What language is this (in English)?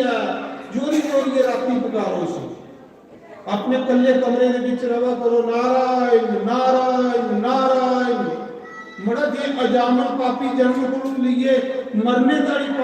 Dogri